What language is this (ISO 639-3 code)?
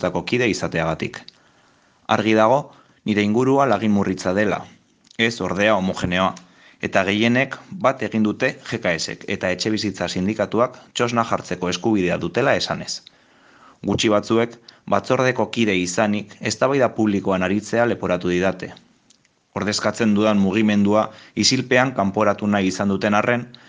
eus